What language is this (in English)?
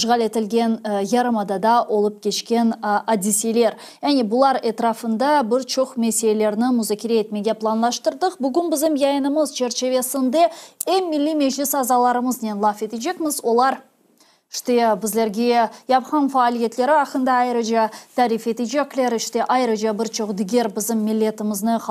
Crimean Tatar